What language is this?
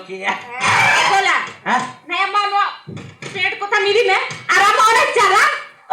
Santali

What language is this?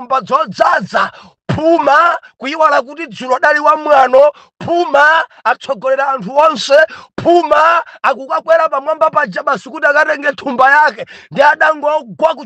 Nyanja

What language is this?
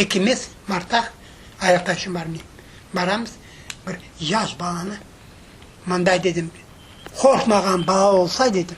Crimean Tatar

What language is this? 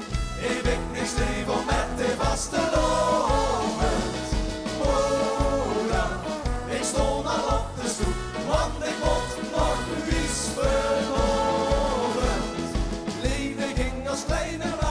Limburgish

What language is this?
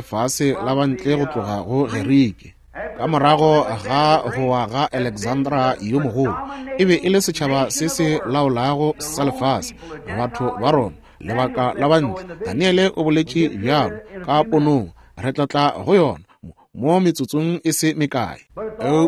Northern Sotho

